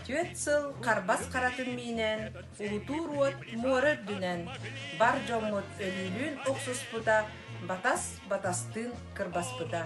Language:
Yakut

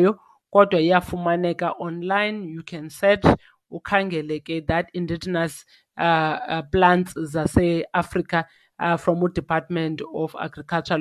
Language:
Xhosa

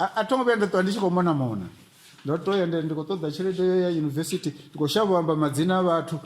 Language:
Venda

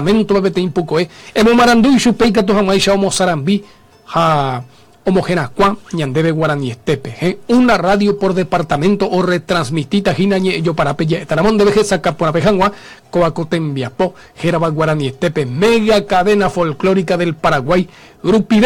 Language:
Guarani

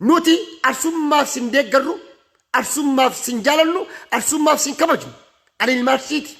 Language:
Oromo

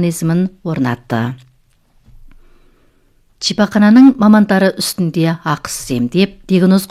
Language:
Kazakh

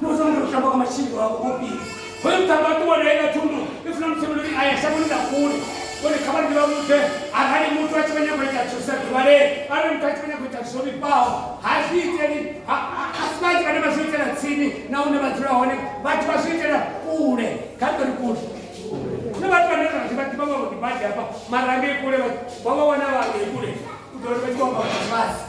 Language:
Venda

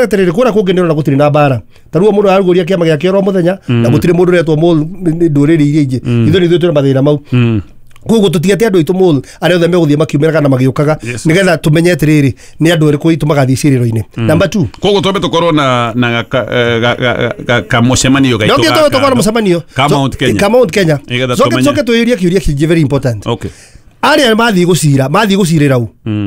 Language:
Kikuyu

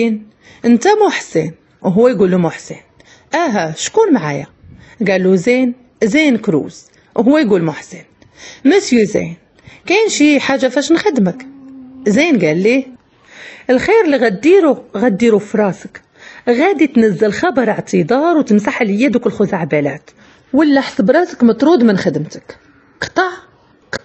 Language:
Moroccan Arabic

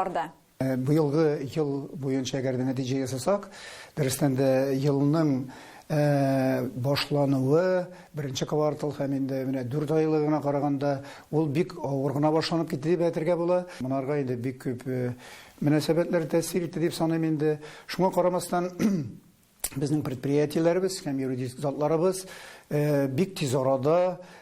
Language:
Tatar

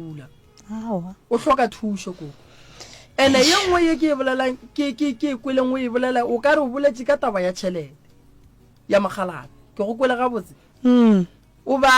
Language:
Northern Sotho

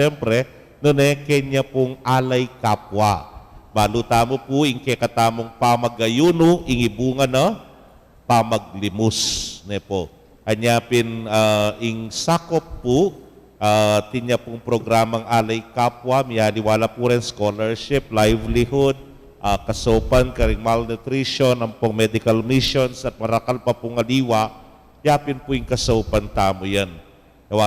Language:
Pampanga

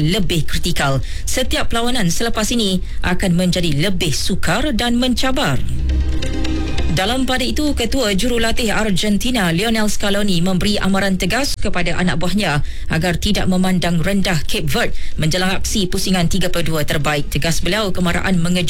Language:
Malay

